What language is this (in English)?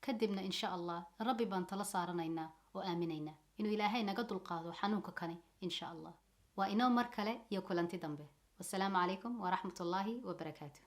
Somali